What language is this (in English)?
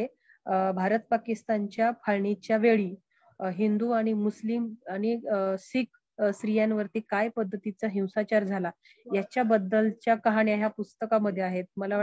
Marathi